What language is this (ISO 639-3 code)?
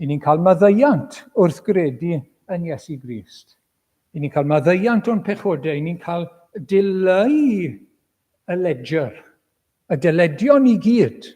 cym